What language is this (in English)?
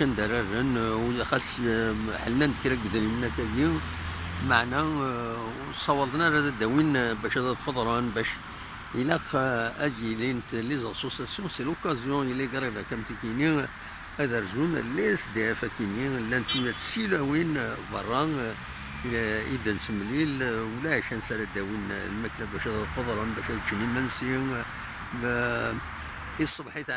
Kabyle